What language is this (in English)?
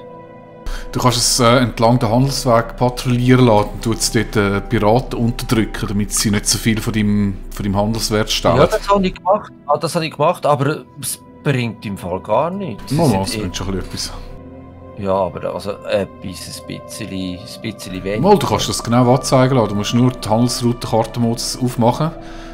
Swiss German